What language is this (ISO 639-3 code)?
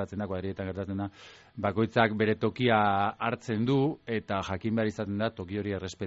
eus